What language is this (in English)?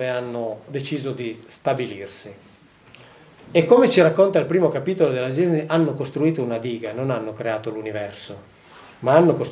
Italian